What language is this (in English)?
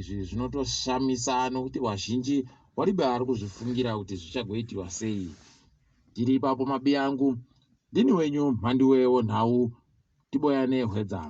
Ndau